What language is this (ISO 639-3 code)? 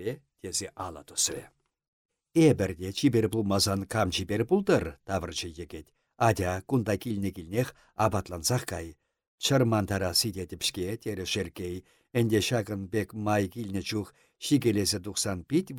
chv